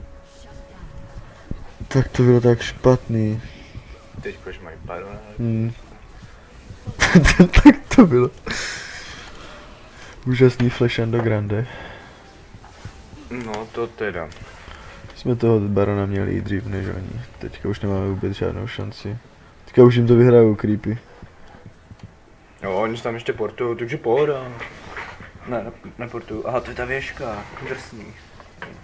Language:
Czech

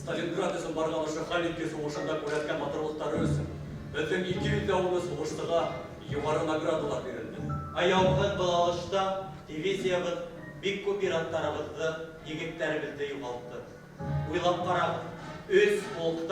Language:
Bashkir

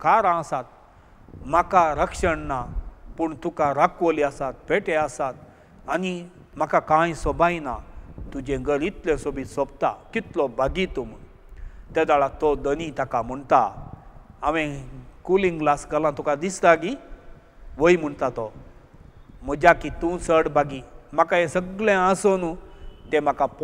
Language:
Konkani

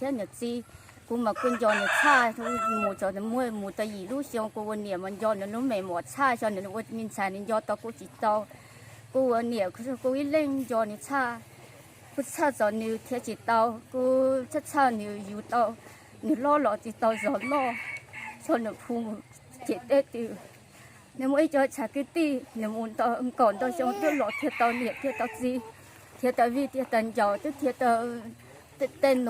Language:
Hmong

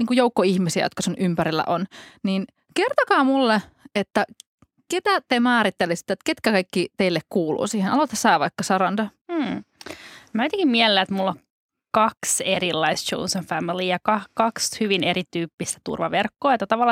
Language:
Finnish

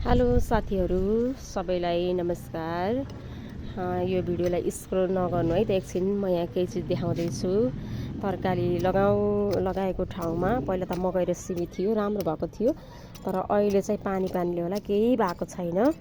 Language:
Nepali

